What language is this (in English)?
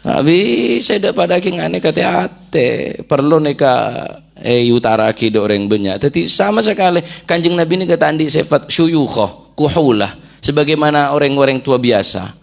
Madurese